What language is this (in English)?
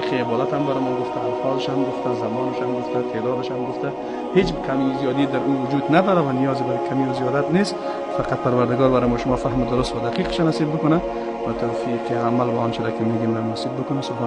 Tajik